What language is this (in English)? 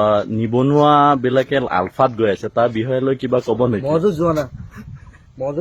Assamese